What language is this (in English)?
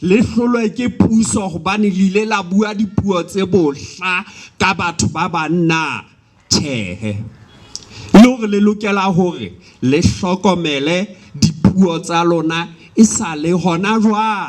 Southern Sotho